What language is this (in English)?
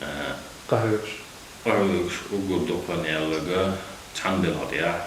Chechen